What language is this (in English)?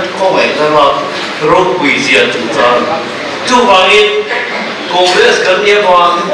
Mizo